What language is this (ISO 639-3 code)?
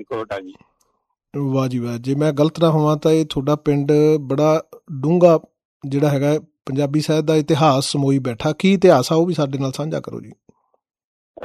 pan